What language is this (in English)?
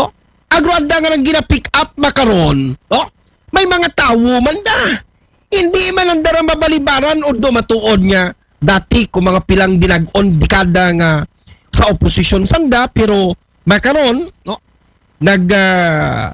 Aklanon